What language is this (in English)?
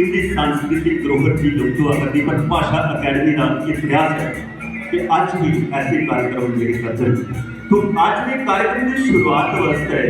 Dogri